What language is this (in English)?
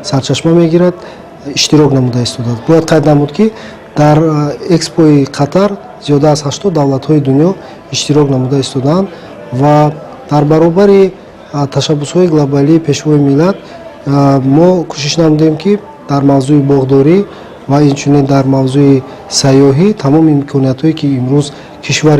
Tajik